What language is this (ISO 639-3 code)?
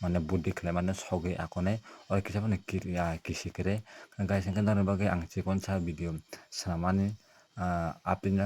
trp